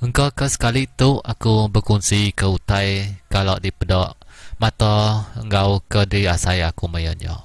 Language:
Iban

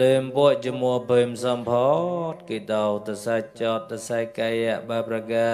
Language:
Mon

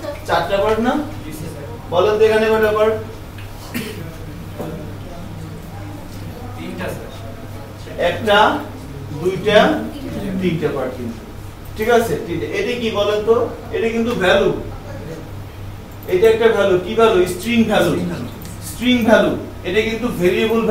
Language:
Bangla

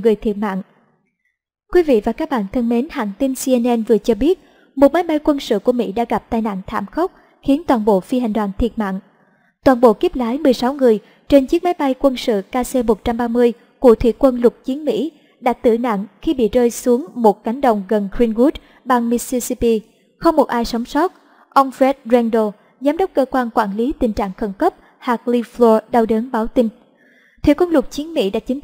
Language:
Vietnamese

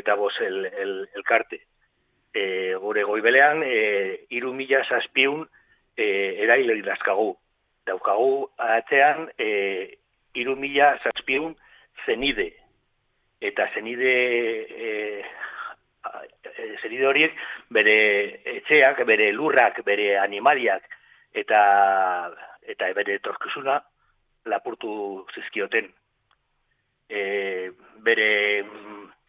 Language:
Basque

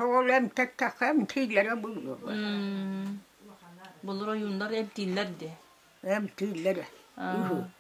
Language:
Yakut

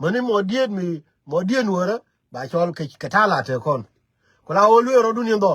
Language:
Nuer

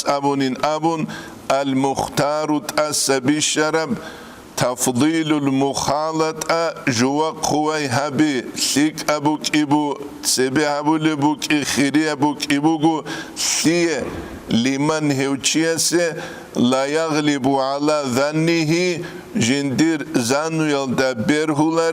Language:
Avaric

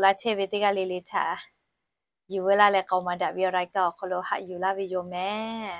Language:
Lahu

